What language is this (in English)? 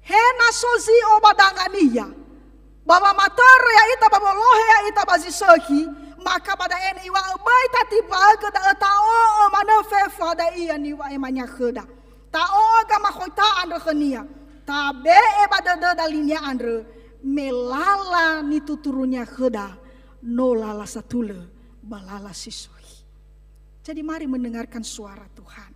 Nias